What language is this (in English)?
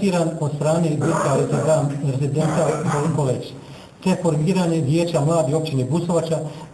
Bosnian